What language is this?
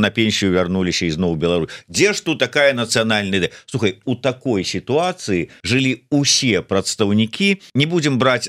Belarusian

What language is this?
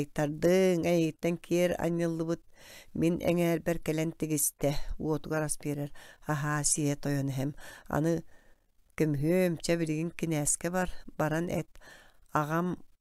Yakut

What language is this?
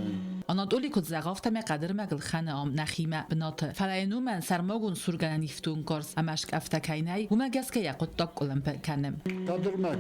Ossetic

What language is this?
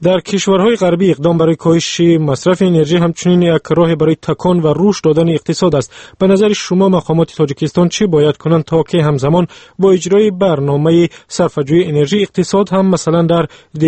Tajik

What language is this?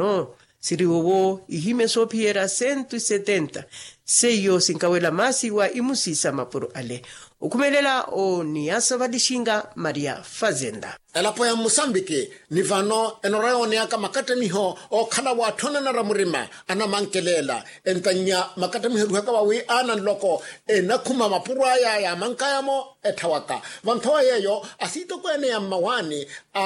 Makhuwa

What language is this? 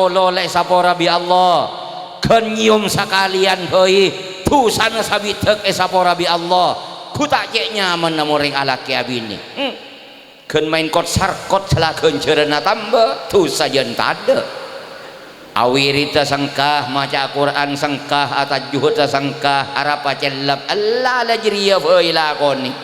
Madurese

